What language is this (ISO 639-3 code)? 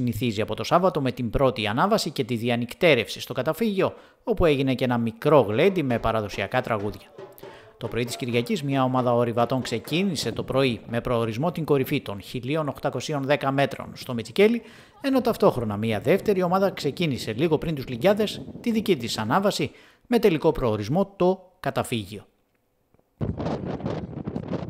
ell